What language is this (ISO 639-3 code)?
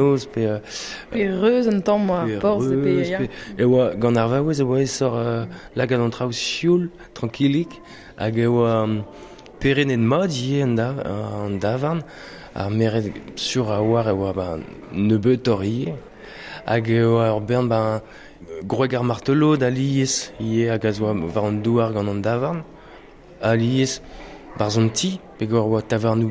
bre